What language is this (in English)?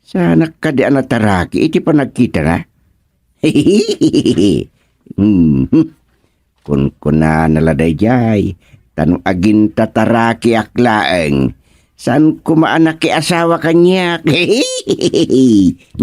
Iloko